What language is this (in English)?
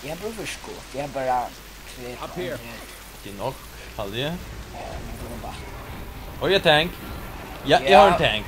Faroese